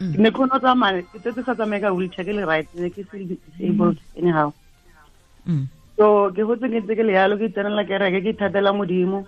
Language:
Tswana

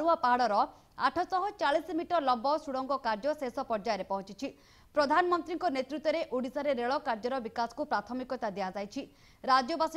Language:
Odia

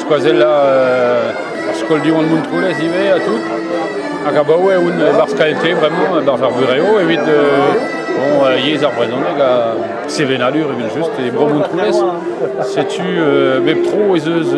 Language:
Breton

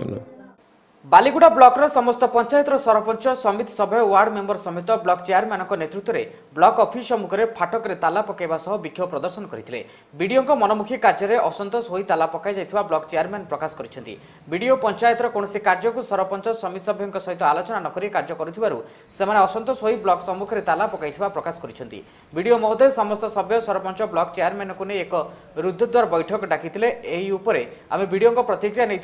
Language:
Odia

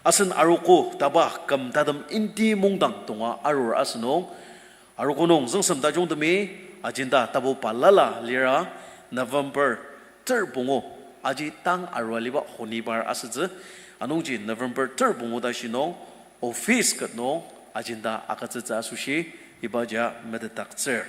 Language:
Ao Naga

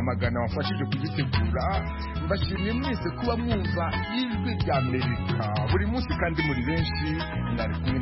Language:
Kinyarwanda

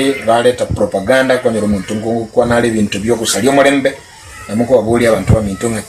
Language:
Gusii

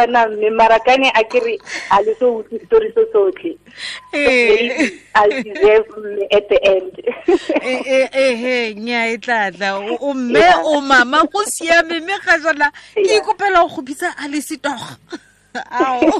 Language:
Tswana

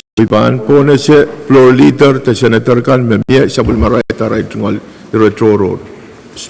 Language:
Pohnpeian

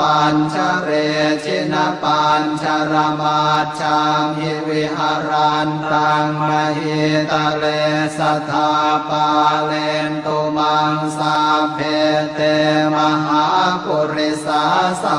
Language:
Pali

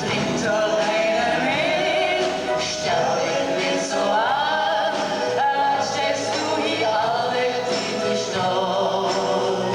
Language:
Limburgish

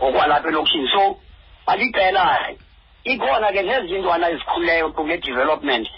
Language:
Xhosa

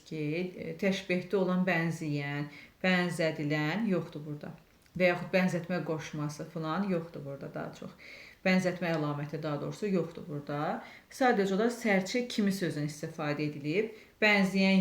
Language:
Azerbaijani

